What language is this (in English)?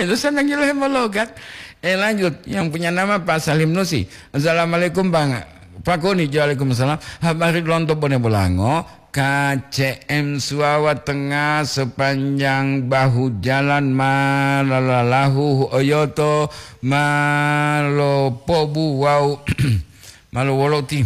Gorontalo